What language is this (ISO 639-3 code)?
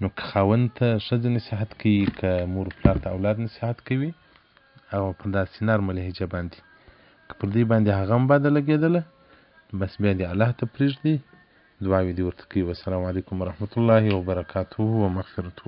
pus